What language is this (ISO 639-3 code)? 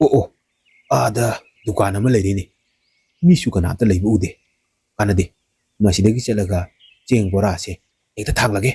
mni